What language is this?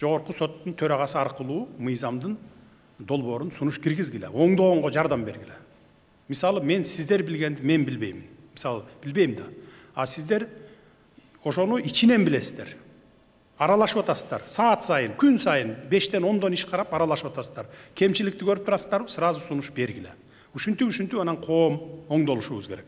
Kyrgyz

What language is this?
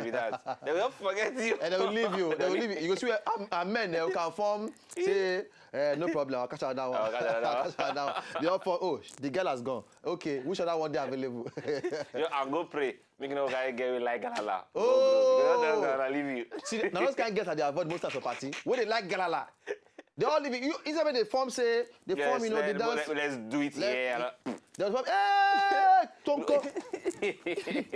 Nigerian Pidgin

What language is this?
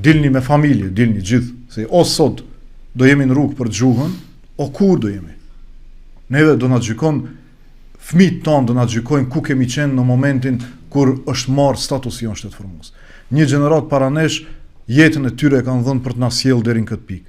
Albanian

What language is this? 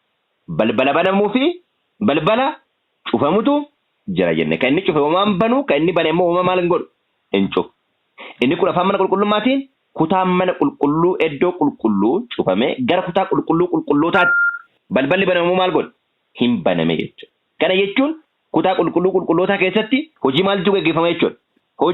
Oromo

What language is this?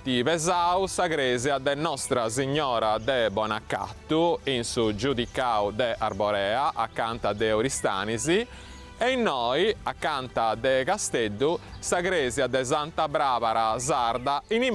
Sardinian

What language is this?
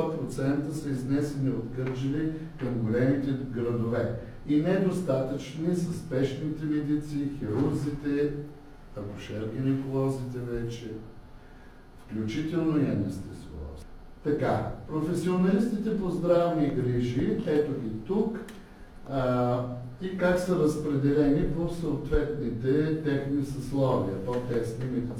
Bulgarian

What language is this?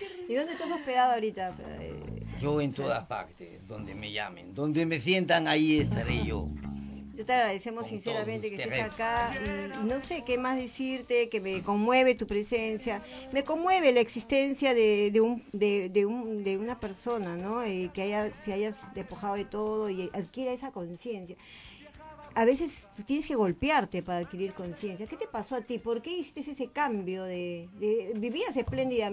Spanish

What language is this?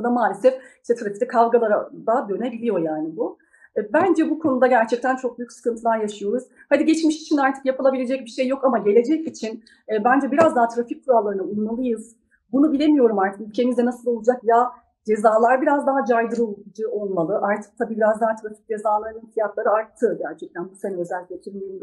Turkish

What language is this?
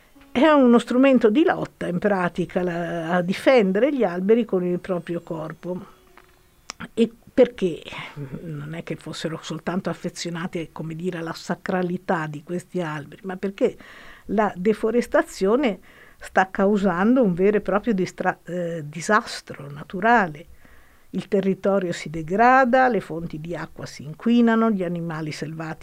Italian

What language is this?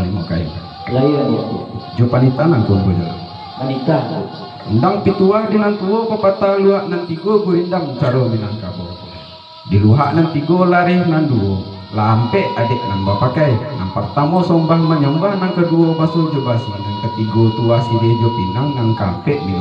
Minangkabau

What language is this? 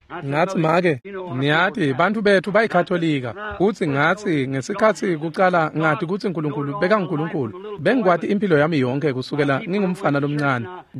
Swati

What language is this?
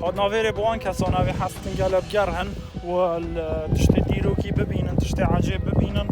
Kurdish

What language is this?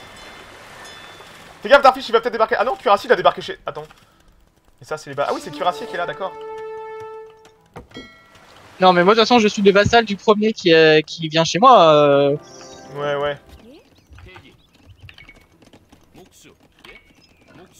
French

